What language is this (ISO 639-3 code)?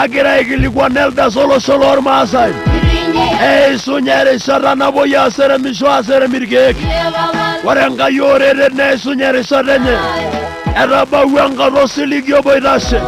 mas